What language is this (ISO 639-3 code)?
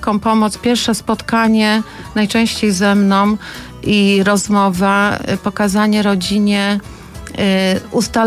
pol